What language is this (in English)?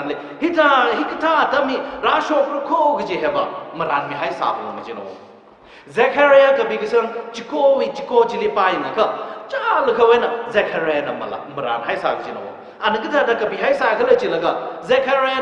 Tangkhul Naga (India)